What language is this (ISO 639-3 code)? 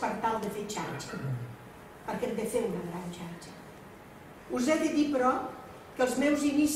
cat